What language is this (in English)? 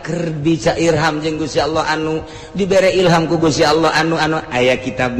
Sundanese